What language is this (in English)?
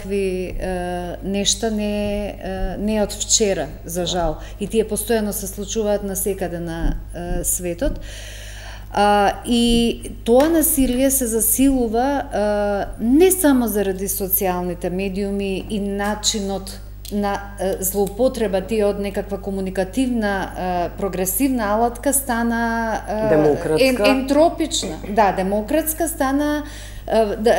Macedonian